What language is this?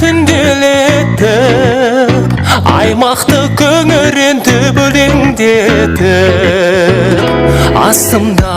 Kara-Kalpak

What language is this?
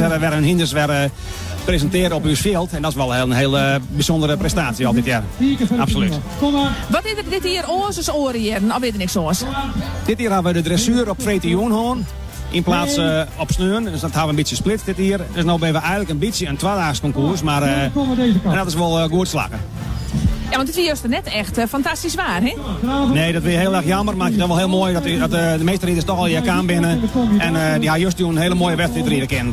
Western Frisian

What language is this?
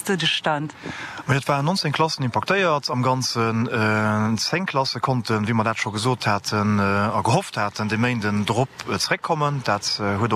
Luxembourgish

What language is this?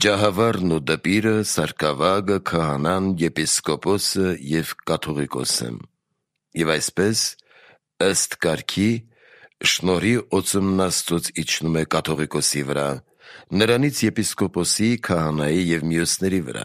Armenian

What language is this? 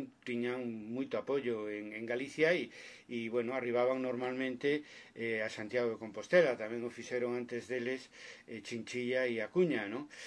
Galician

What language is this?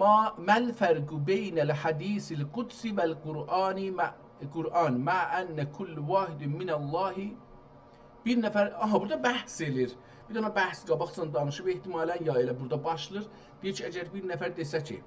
South Azerbaijani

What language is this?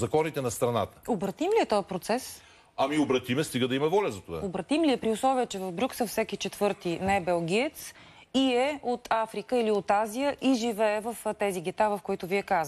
Bulgarian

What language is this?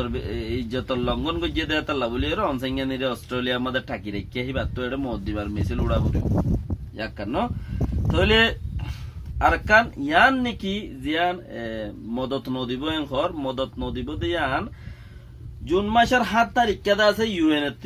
Rohingya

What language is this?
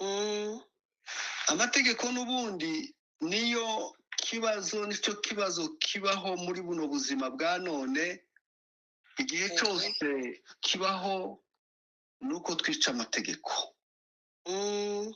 Kinyarwanda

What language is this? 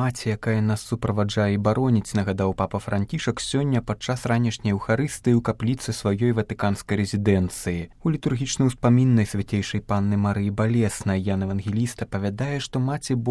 Belarusian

